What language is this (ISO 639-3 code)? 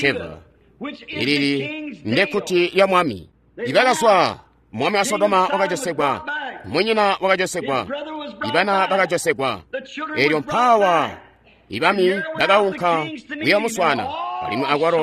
toi